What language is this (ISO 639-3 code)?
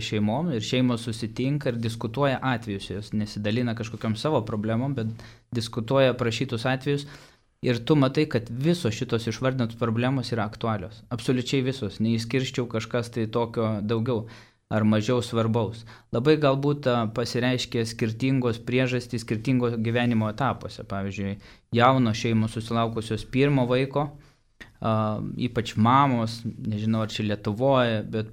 lit